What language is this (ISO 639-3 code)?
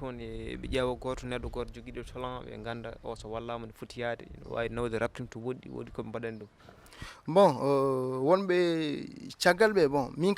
ful